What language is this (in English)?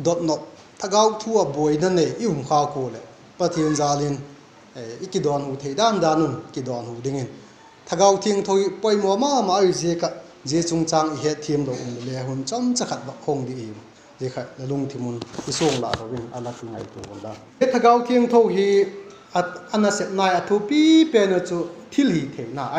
Vaiphei